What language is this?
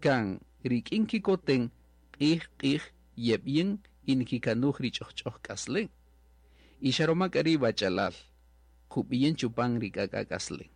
Kaqchikel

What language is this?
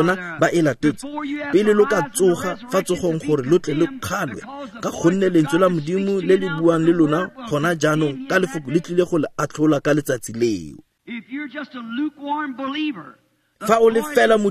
Tswana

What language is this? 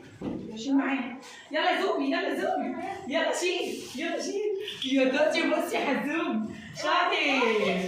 Egyptian Arabic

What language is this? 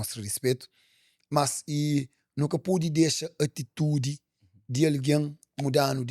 Kabuverdianu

